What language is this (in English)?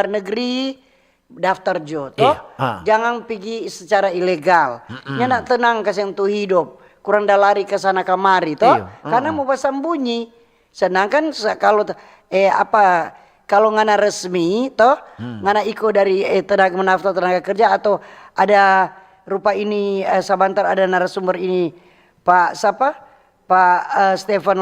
Manado Malay